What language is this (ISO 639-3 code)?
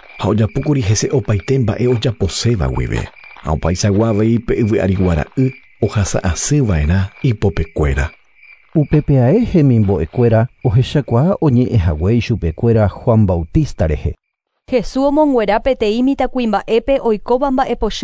grn